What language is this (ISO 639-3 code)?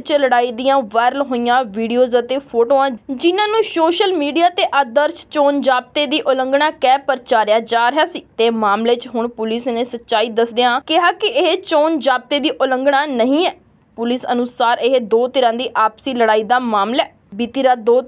pan